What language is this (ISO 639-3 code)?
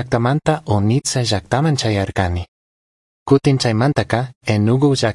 qug